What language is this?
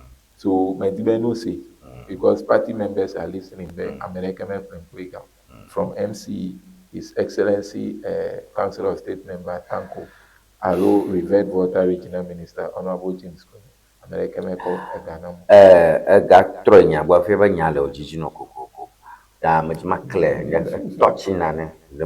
Ewe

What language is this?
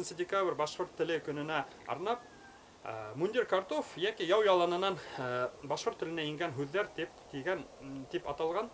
Bashkir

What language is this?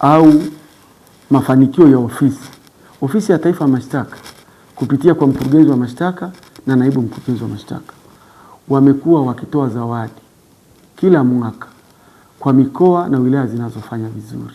Swahili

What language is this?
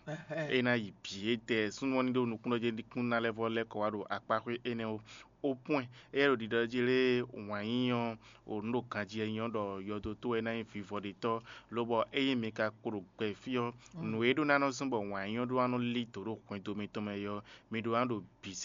Fon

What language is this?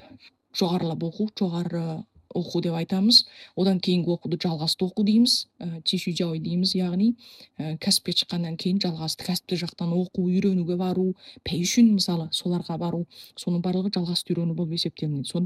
Kazakh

